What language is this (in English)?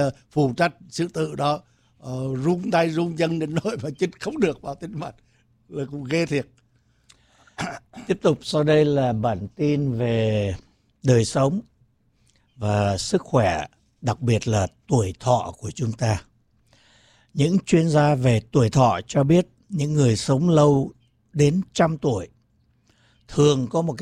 Vietnamese